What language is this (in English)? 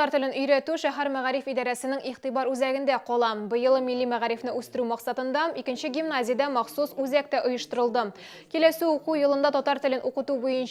Tatar